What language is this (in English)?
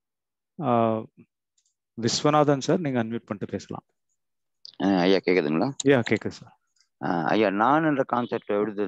Tamil